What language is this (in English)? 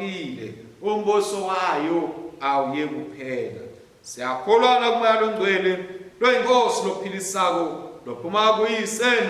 Swati